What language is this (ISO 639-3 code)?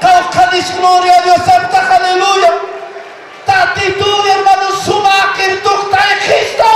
aym